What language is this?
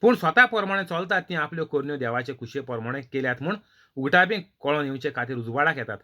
Konkani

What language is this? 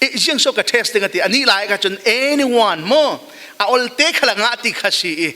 Falam Chin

